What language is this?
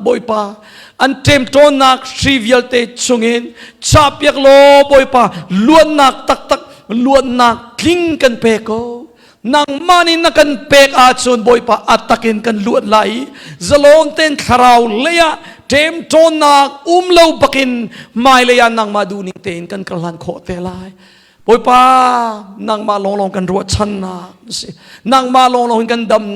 Hakha Chin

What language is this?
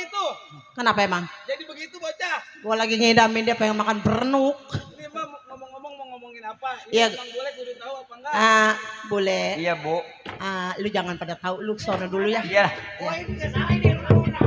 Betawi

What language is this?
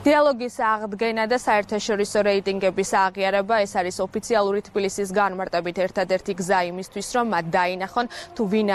Georgian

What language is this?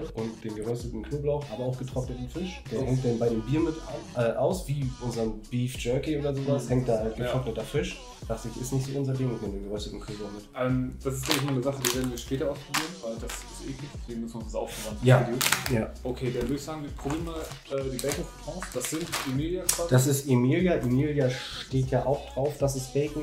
German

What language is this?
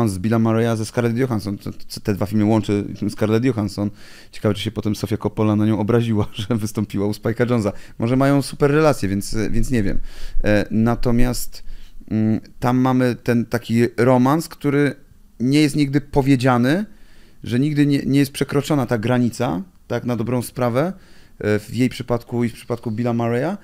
Polish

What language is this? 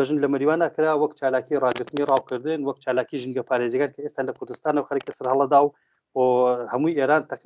Central Kurdish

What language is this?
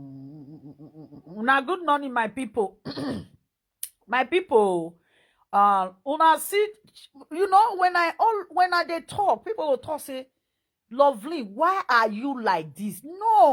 Nigerian Pidgin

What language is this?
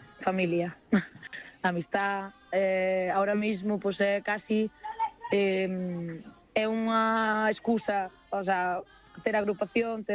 Galician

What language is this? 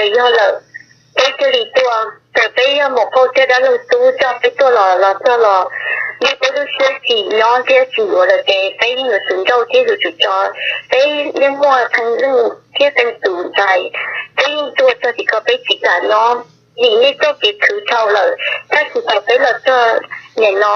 Hmong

